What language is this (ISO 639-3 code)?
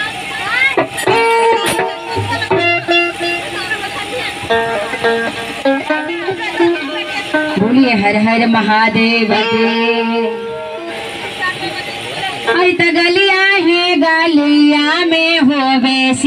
bho